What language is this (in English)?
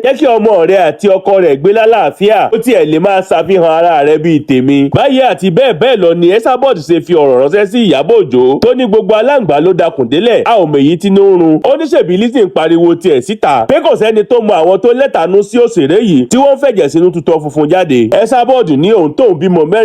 Yoruba